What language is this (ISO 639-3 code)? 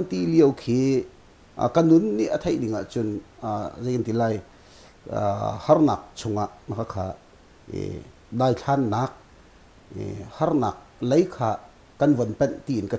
cnh